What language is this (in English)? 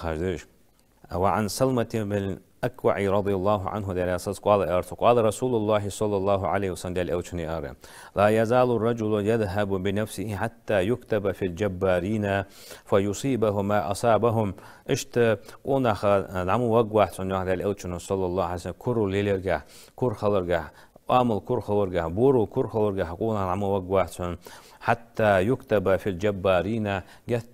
Ingush